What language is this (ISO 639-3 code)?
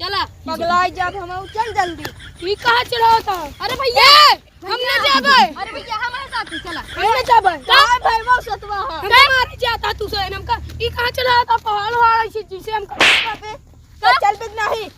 awa